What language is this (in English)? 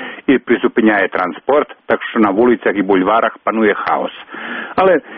Ukrainian